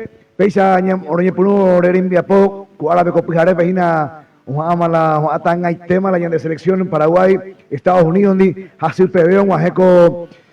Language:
Guarani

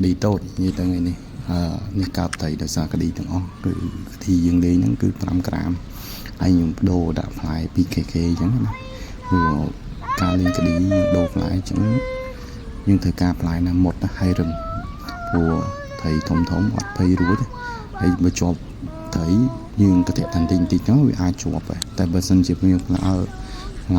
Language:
Khmer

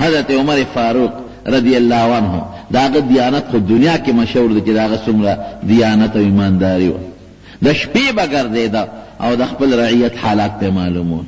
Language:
Pashto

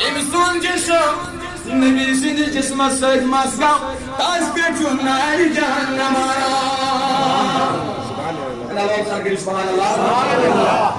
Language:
Kashmiri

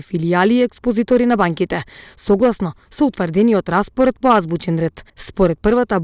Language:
Macedonian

